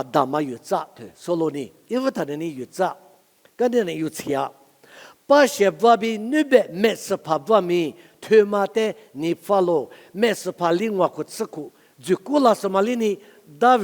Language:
Lisu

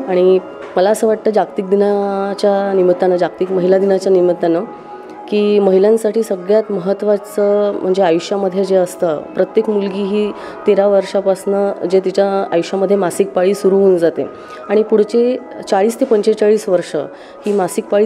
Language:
Marathi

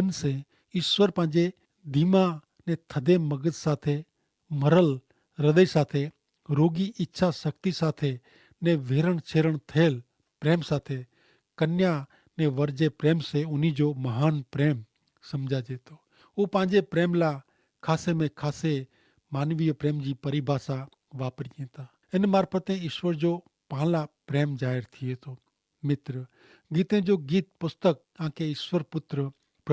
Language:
Kachhi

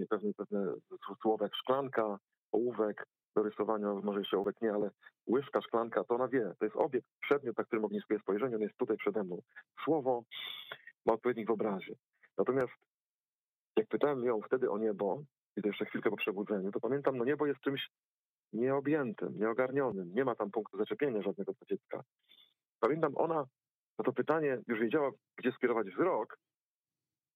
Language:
Polish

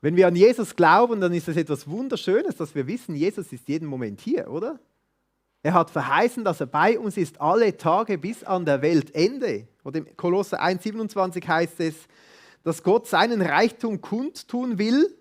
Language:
Swiss German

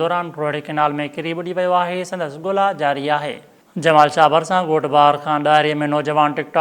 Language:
Sindhi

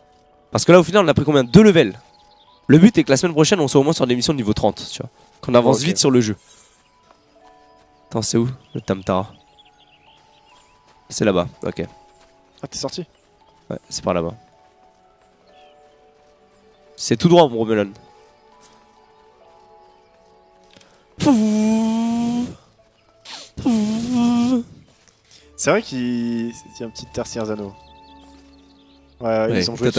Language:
French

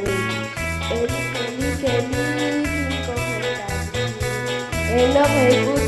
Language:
Poqomchi'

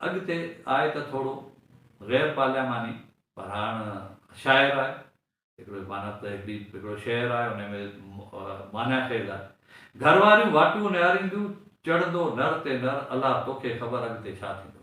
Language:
Sindhi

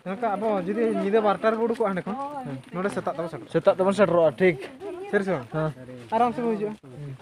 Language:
Santali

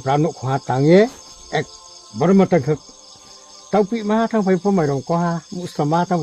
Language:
Riang (India)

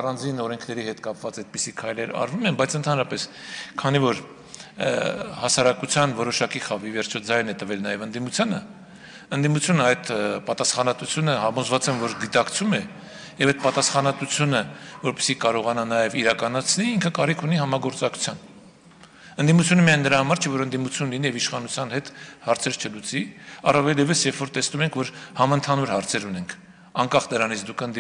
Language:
Armenian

